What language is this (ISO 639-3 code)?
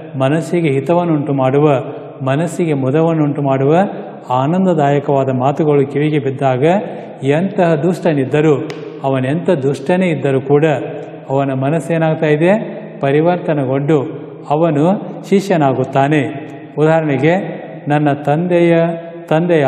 kan